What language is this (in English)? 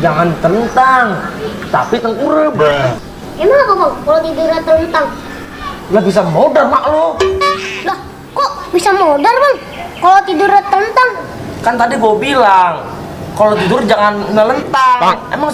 Betawi